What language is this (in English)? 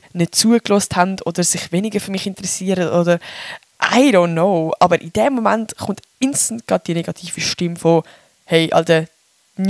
Swiss German